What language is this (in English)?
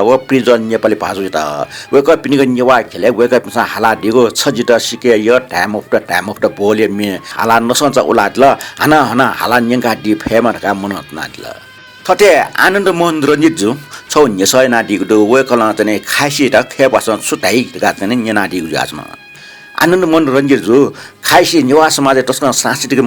Newari